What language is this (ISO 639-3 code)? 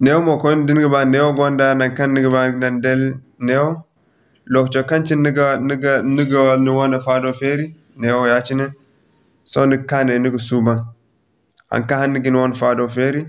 dje